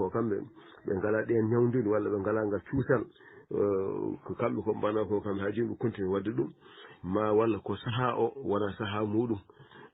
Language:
Fula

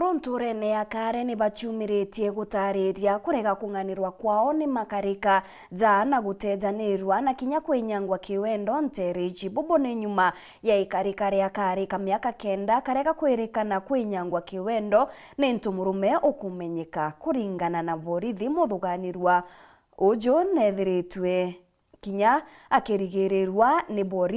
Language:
Meru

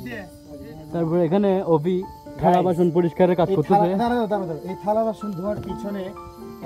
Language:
Bangla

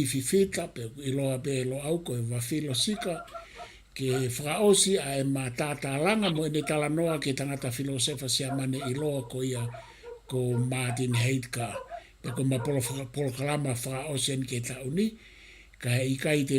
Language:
Tongan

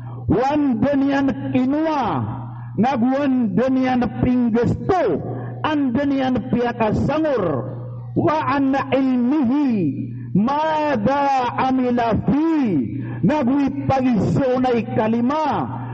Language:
Maranao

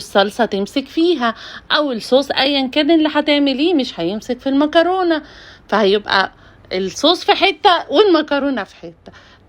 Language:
Egyptian Arabic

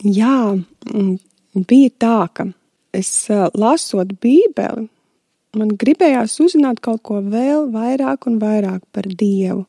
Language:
Latvian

